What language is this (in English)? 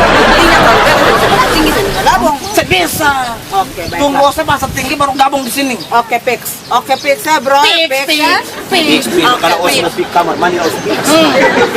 Ambonese Malay